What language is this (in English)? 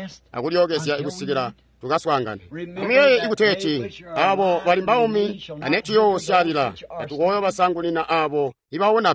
Tonga (Zambia)